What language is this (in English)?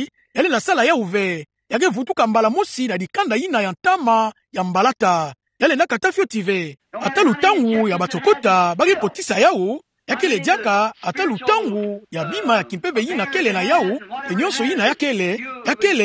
Kituba (Democratic Republic of Congo)